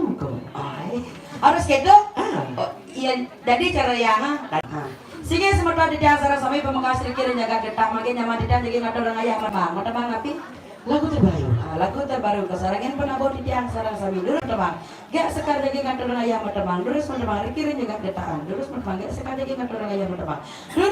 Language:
Balinese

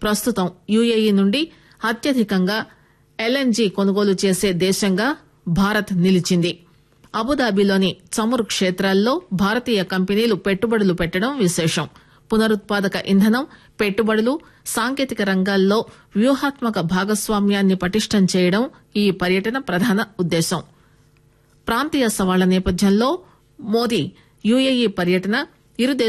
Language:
Telugu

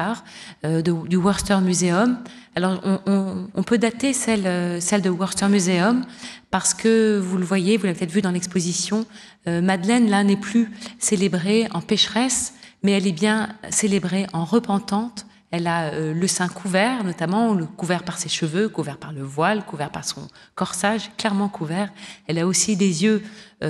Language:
French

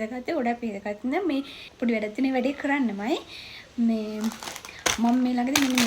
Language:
Sinhala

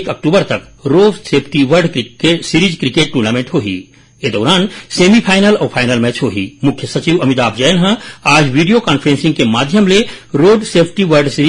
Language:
Chhattisgarhi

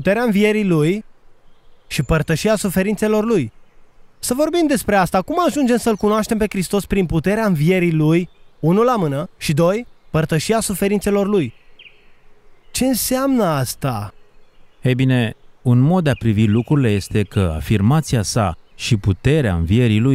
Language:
Romanian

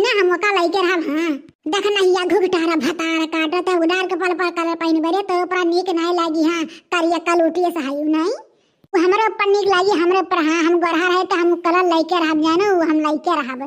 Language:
Awadhi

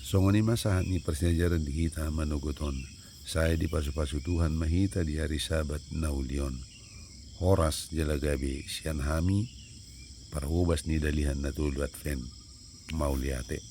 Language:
Batak Toba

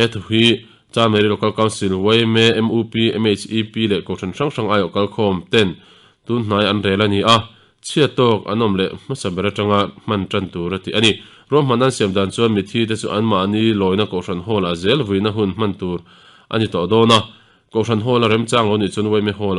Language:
Mizo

